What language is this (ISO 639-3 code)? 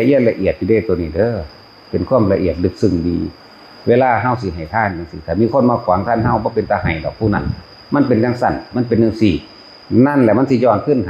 tts